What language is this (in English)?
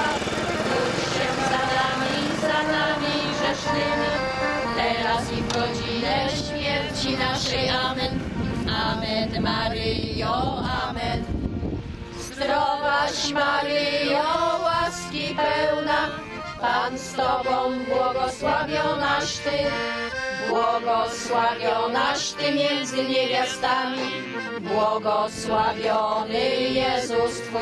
Polish